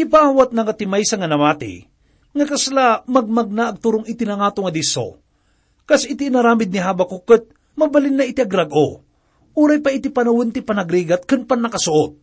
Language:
Iloko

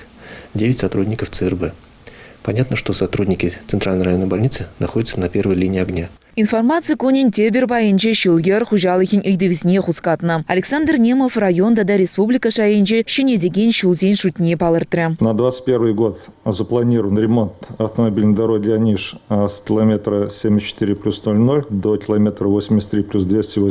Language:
Chuvash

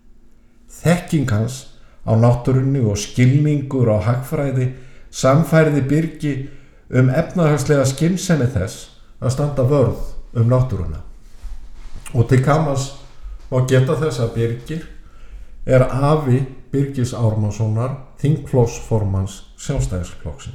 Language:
Icelandic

